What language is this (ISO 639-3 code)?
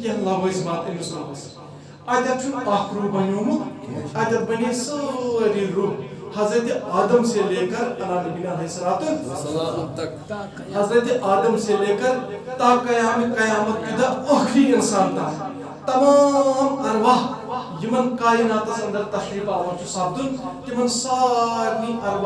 kas